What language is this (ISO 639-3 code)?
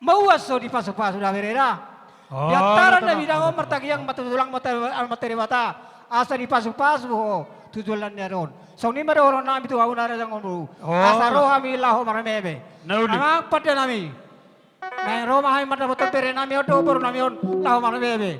bbc